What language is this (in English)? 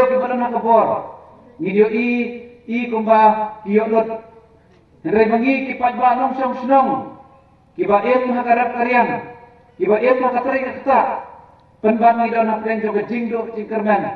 Khasi